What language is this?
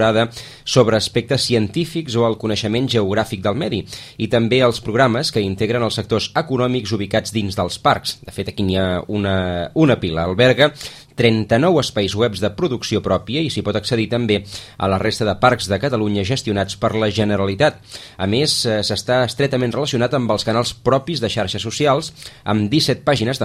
Catalan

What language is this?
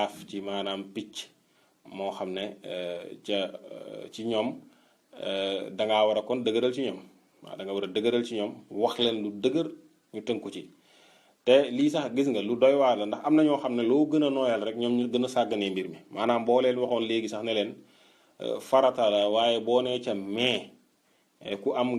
Wolof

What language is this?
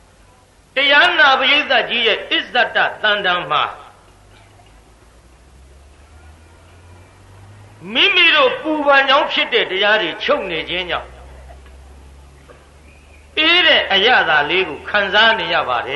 Burmese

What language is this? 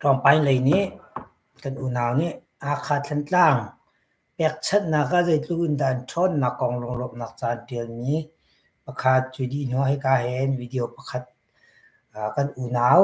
Hakha Chin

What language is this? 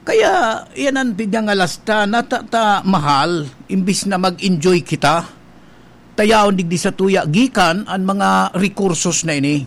Bikol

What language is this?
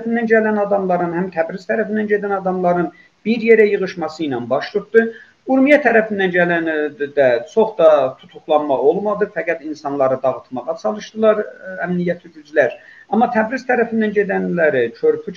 South Azerbaijani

